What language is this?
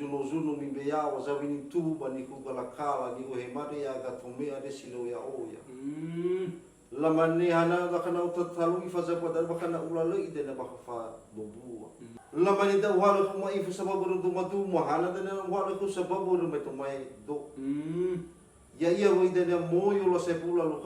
Nias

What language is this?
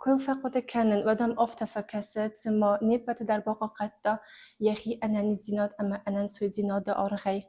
Ossetic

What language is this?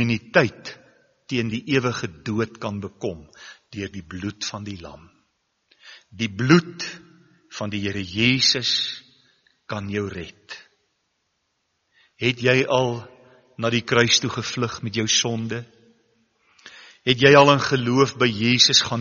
Afrikaans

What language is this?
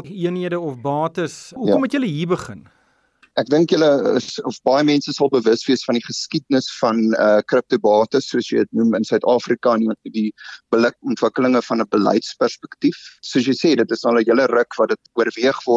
Afrikaans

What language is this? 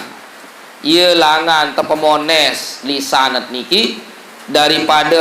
Sasak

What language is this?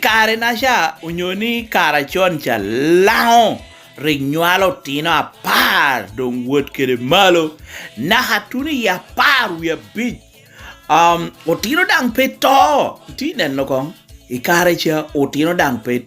Lango (Uganda)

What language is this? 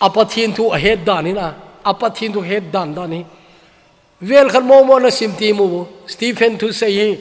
Thado Chin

